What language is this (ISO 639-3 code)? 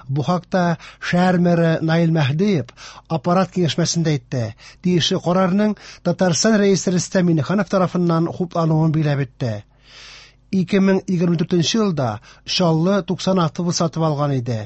tat